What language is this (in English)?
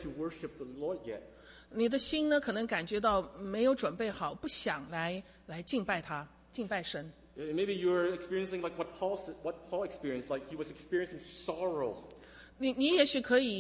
Chinese